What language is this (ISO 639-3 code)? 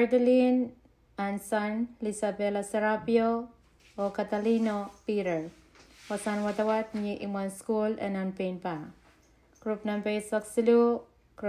pon